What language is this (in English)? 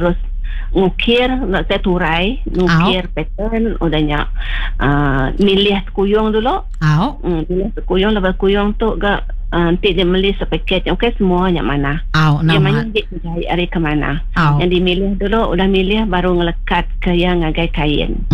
Iban